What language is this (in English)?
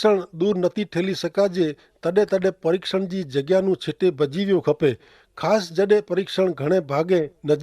Kachhi